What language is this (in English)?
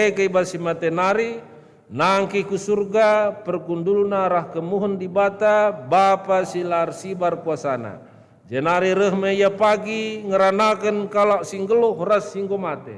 Batak Karo